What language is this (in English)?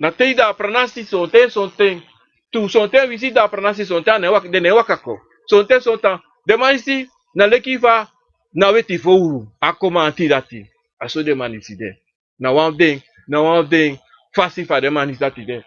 Sranan Tongo